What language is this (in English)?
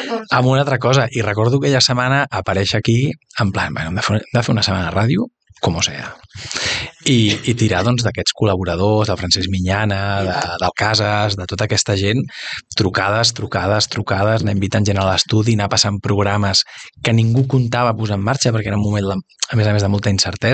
Catalan